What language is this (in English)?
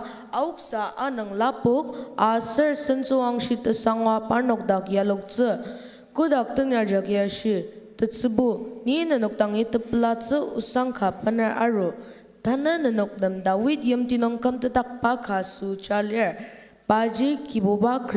Ao Naga